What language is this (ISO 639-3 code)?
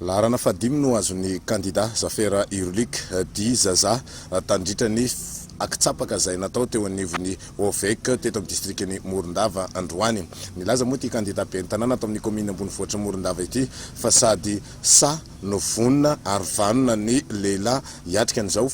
mlg